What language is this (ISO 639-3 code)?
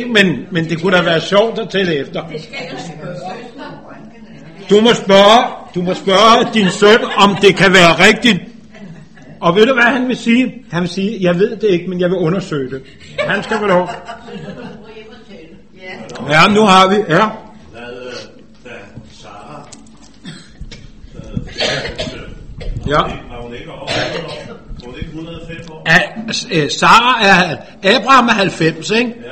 dan